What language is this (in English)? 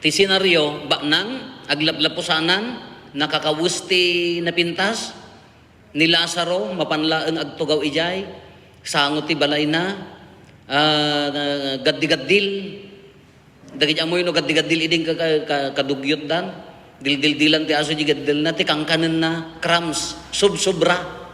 Iloko